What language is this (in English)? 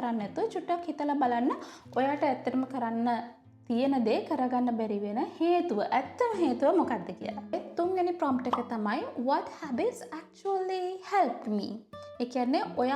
Sinhala